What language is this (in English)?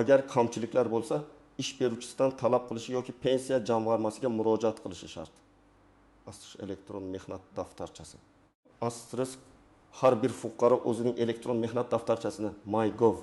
Uzbek